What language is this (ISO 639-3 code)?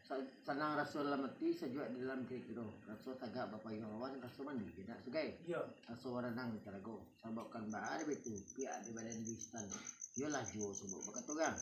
min